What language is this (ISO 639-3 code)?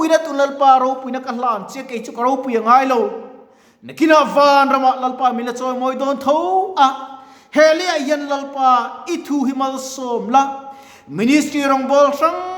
lus